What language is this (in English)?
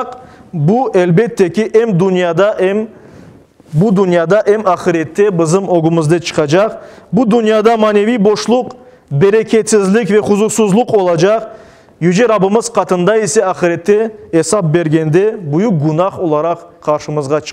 Crimean Tatar